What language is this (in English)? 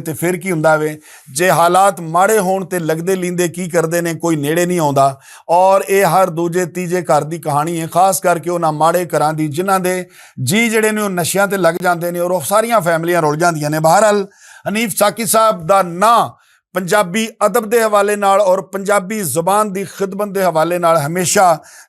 Western Panjabi